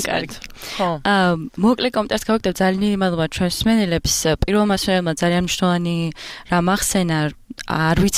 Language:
Georgian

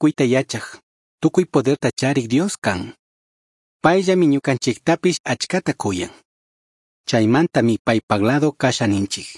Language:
Chimborazo Highland Quichua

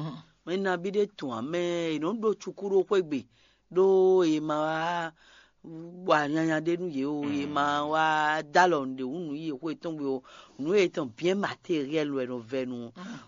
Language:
Fon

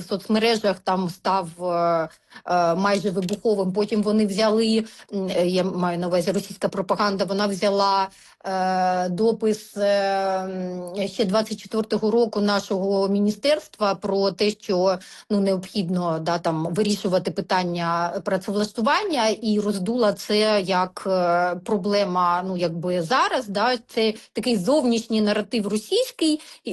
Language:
Ukrainian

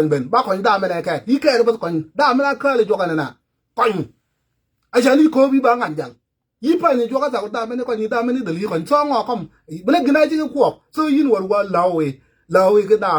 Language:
Nuer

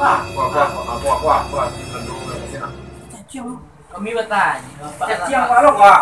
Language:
Minangkabau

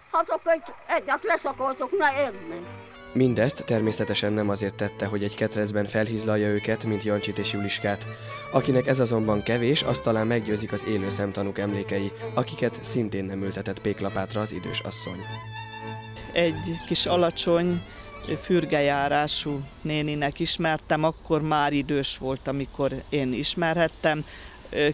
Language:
Hungarian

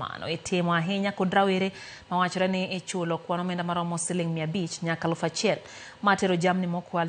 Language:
Luo (Kenya and Tanzania)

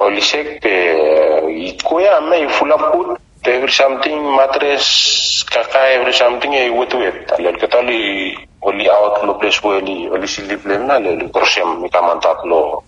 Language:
Bislama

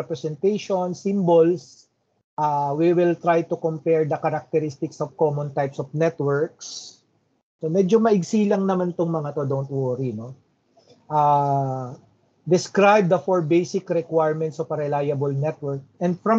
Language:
Filipino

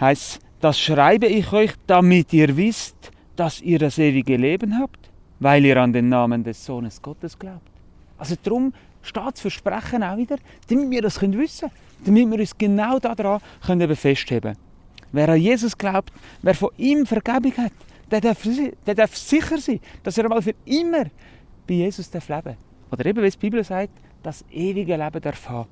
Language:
Swiss German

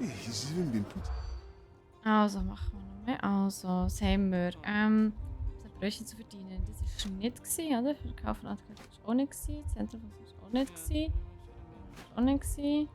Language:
Swiss German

